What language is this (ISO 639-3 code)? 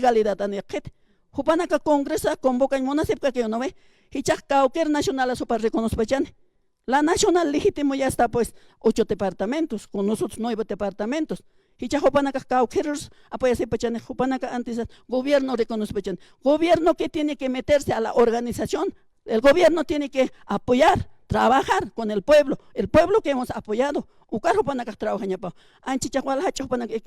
aym